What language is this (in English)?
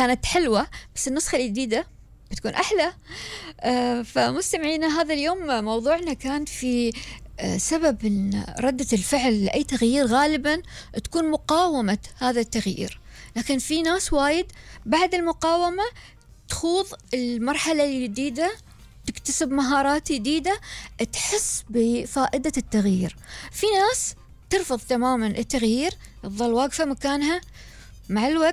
Gulf Arabic